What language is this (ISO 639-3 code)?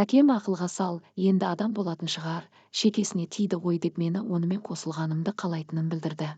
kaz